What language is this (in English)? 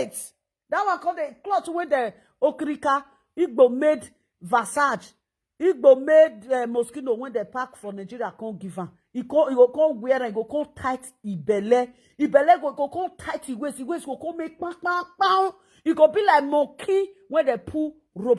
Nigerian Pidgin